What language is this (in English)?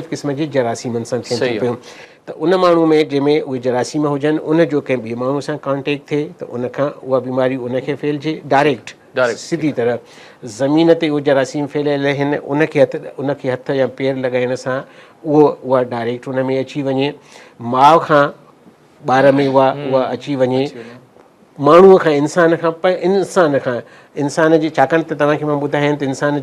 Sindhi